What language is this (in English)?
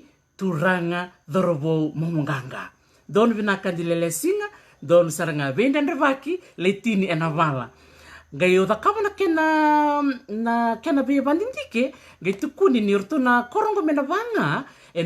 Fijian